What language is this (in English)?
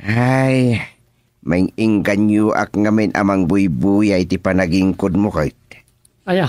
Iloko